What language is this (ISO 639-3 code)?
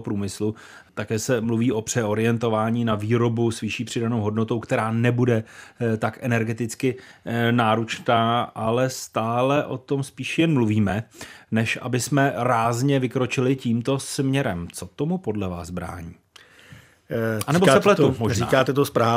ces